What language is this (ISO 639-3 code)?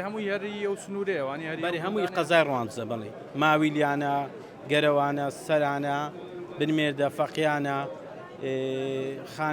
ckb